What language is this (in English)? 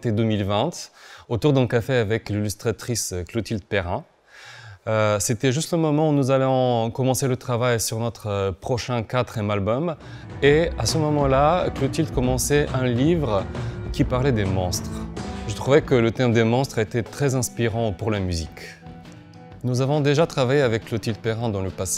French